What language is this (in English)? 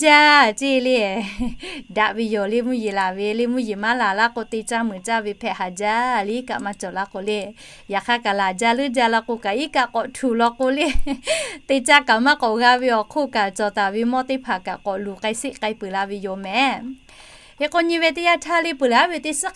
Lahu